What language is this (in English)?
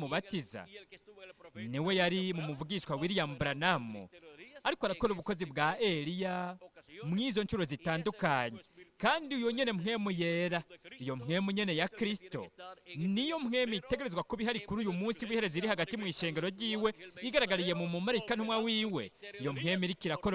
Rundi